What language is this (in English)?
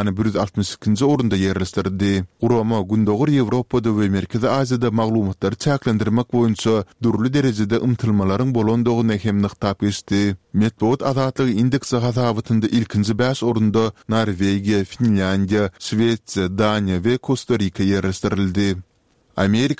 Turkmen